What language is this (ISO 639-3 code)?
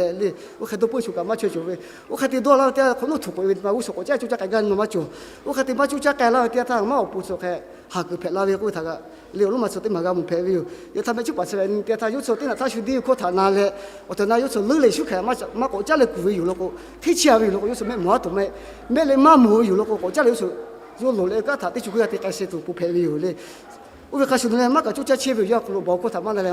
lhu